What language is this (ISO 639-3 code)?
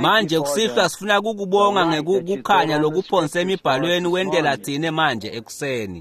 ssw